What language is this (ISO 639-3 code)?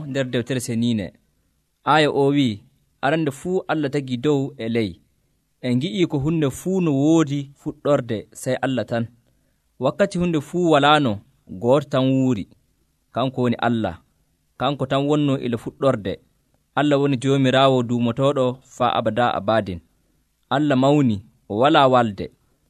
fuv